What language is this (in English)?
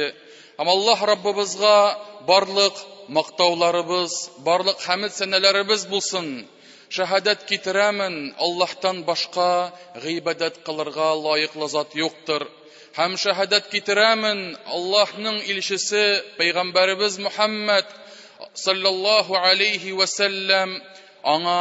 Tatar